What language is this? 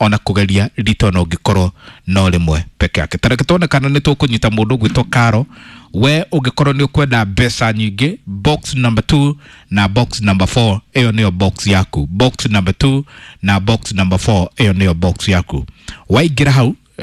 Kikuyu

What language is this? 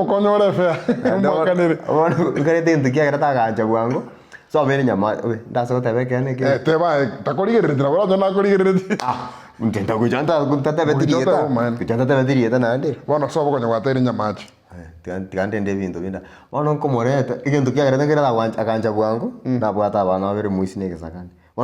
Gusii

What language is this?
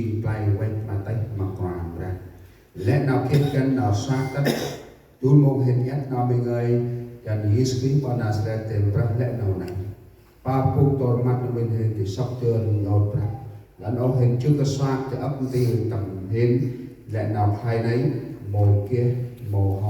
Central Mnong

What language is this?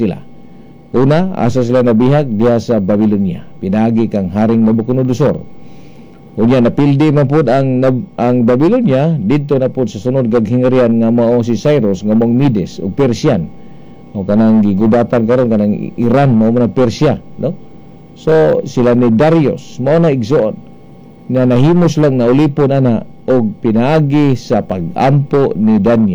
Cebuano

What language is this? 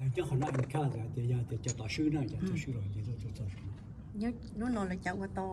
Hmong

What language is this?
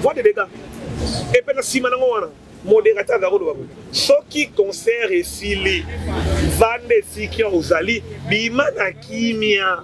Lingala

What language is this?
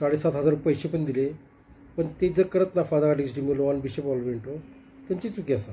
Konkani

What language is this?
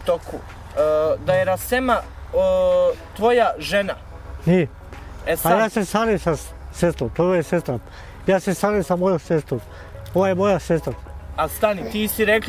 Bosnian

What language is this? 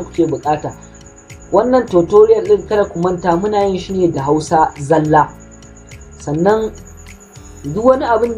Hausa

